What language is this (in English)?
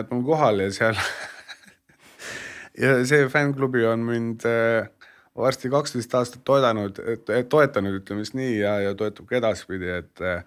Estonian